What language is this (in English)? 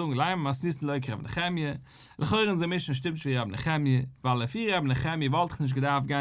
Yiddish